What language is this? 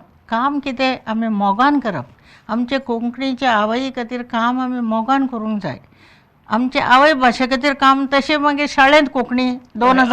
Konkani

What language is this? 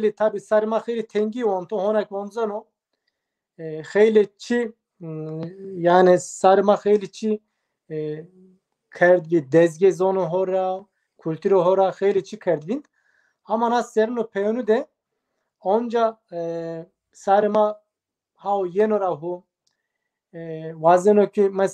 Zaza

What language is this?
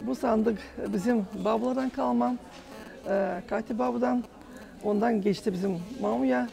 Gagauz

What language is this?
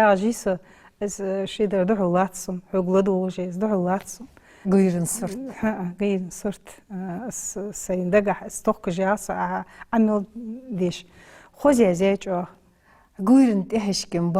Ingush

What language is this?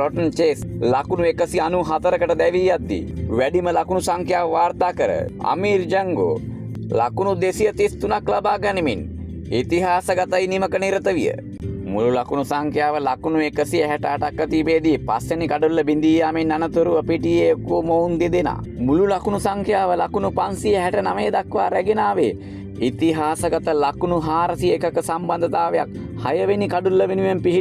Sinhala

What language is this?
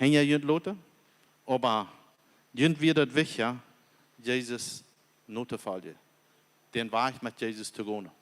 Plautdietsch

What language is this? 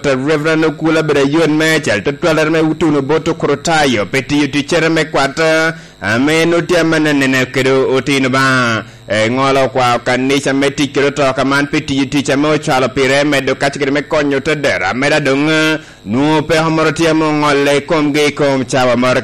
Lango (Uganda)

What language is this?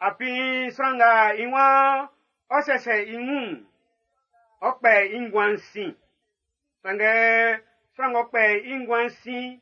Baoulé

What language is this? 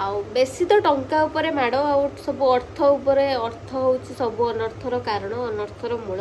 Odia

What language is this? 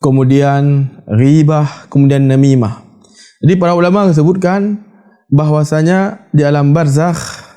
Achinese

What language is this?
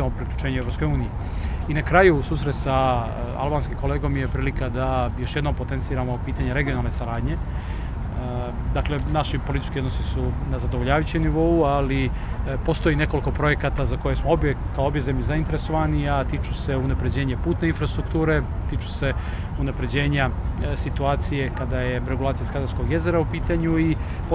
Serbian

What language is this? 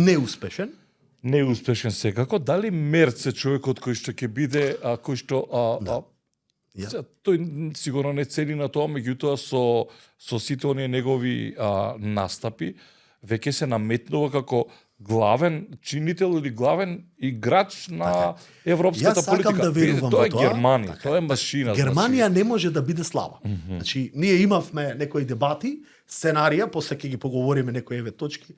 Macedonian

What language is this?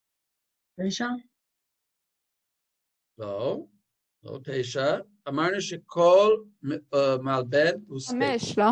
Hebrew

